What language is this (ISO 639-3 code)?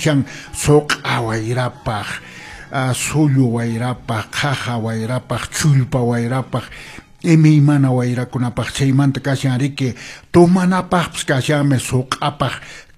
que